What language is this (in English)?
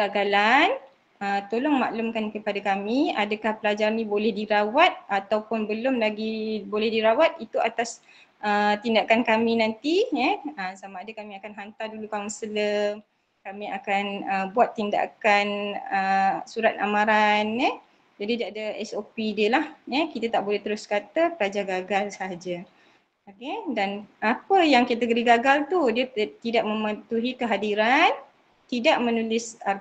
Malay